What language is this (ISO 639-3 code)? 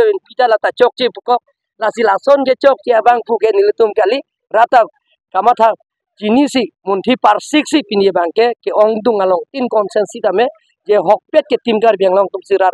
mjw